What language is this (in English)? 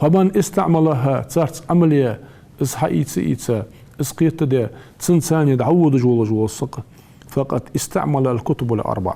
Ingush